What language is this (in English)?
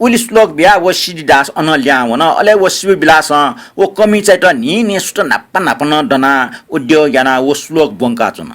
Newari